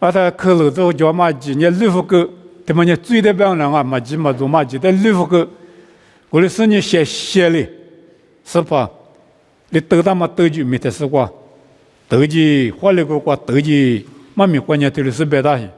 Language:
Lisu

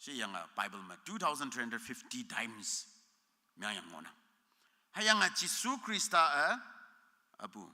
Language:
Konyak Naga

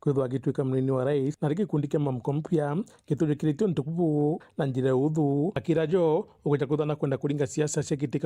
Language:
Meru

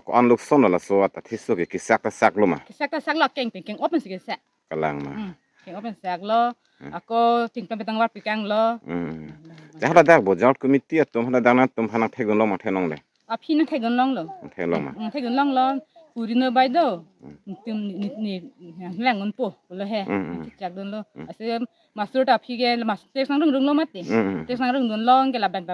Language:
Karbi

